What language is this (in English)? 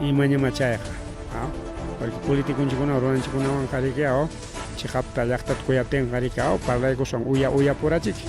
Ayacucho Quechua